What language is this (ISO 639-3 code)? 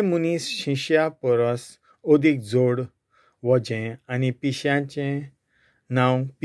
kok